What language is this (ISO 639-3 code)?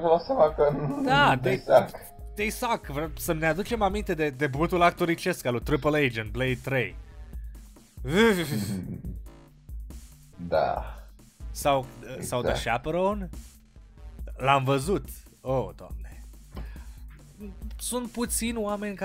ron